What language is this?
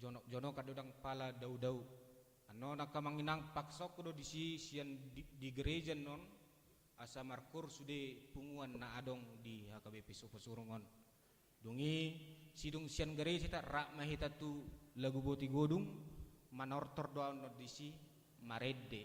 Batak Toba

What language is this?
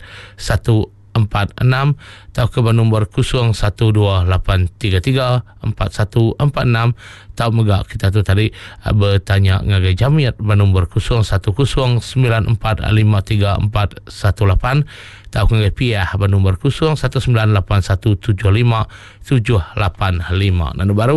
Iban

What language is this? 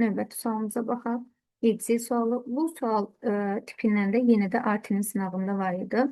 Azerbaijani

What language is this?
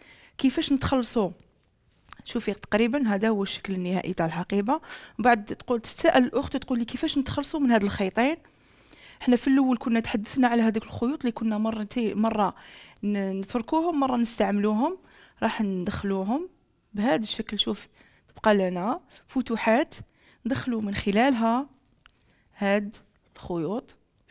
Algerian Arabic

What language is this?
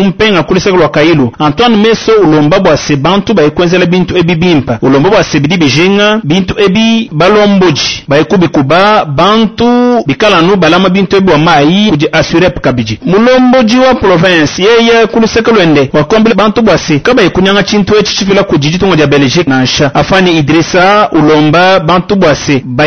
Luba-Lulua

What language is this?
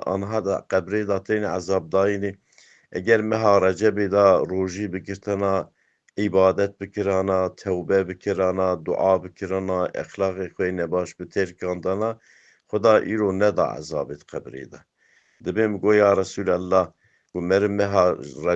Kurdish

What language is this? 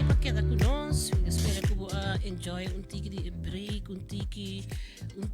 Papiamento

